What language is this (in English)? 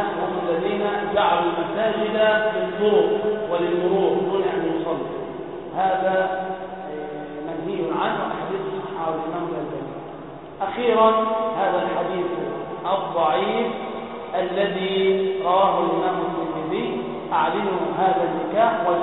Arabic